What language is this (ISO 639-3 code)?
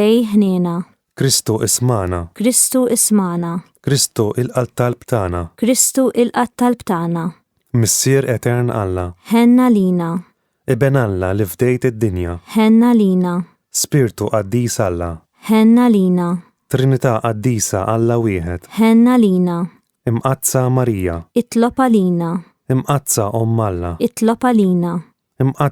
mlt